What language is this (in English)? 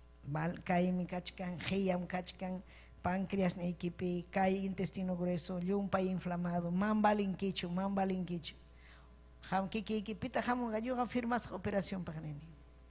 Ayacucho Quechua